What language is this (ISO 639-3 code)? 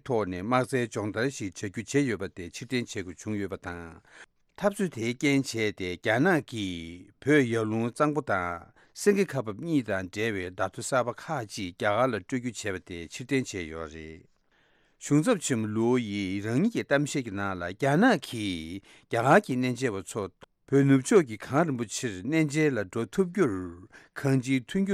bod